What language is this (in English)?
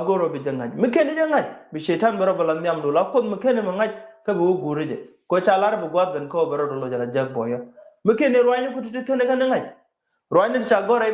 Nuer